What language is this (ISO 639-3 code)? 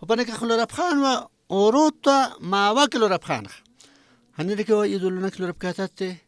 aym